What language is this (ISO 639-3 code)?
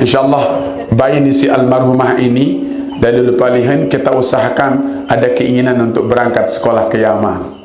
sas